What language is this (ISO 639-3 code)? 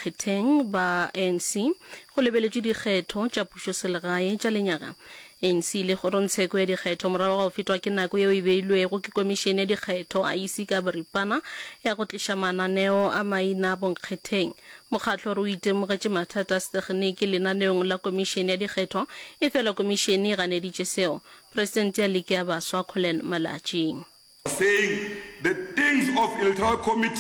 nso